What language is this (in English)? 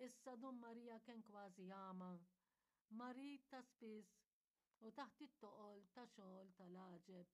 Maltese